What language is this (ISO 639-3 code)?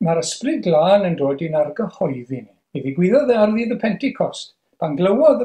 cym